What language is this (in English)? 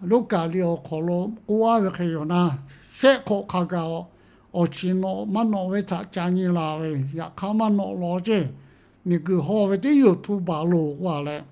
Lahu